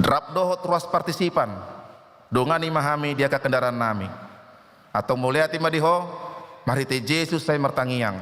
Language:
Batak Toba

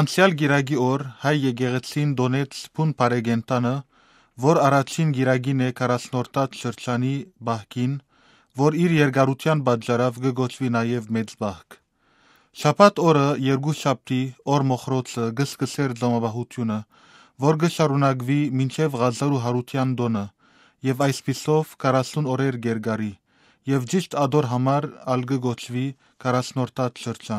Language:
Western Armenian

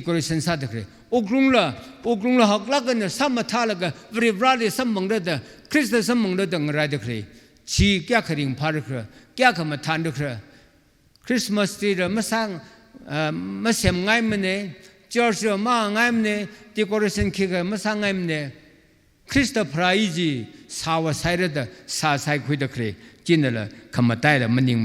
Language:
Tangkhul Naga (India)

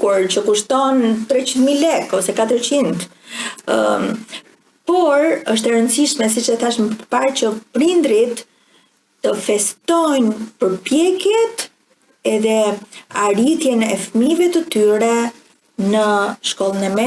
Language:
Albanian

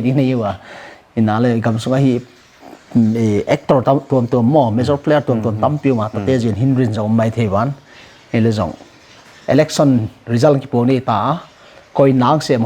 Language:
Paite Chin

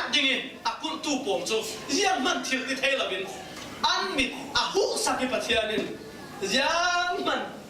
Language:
Falam Chin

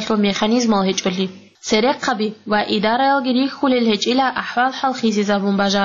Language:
Avaric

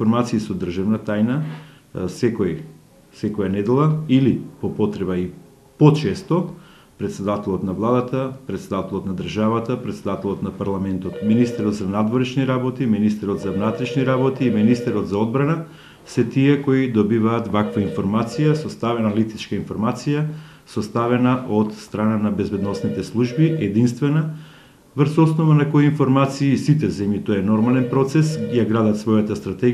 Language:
Macedonian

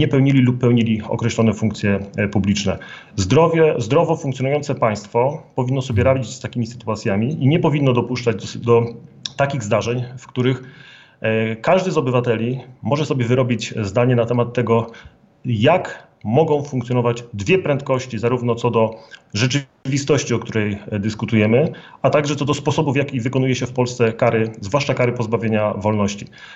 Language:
Polish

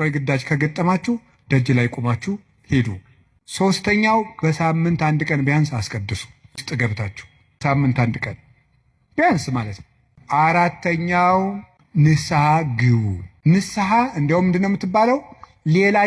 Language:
Amharic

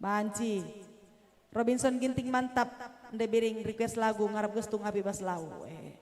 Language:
Batak Karo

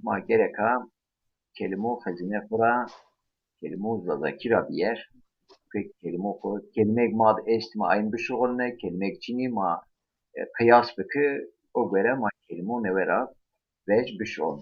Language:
Zaza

